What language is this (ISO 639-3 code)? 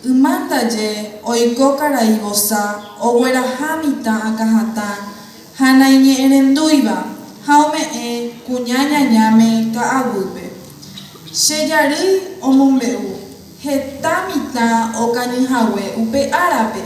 grn